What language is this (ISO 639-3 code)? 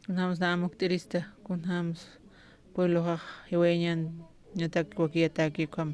aym